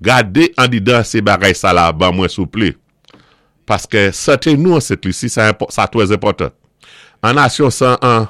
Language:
Saint Lucian Creole French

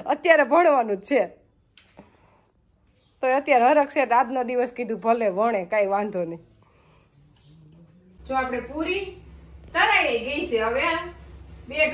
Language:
Gujarati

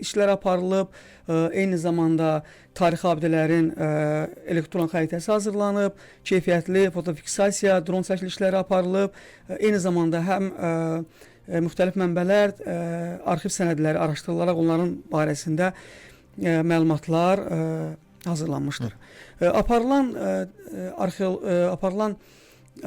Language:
Azerbaijani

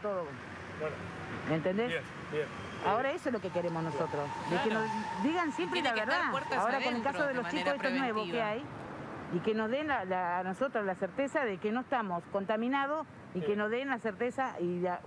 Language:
Spanish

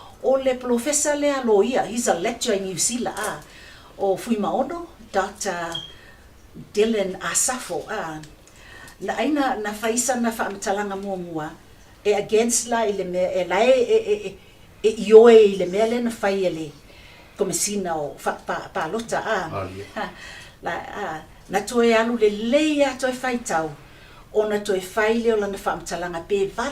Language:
Samoan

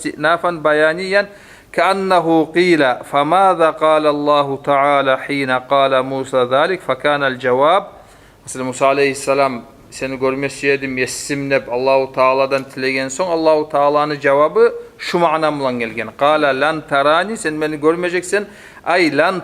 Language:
Kumyk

